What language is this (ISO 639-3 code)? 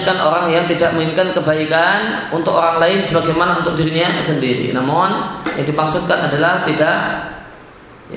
ind